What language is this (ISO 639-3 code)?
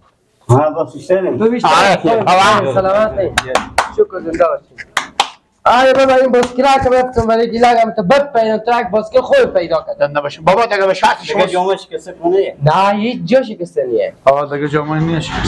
fas